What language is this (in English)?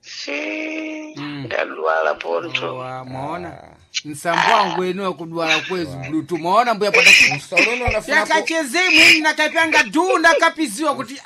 Sena